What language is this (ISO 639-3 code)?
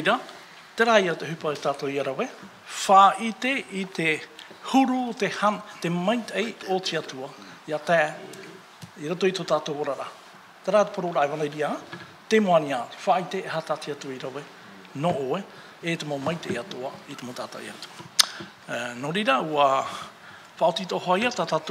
tah